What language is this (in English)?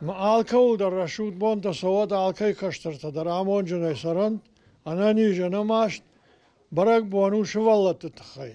Ossetic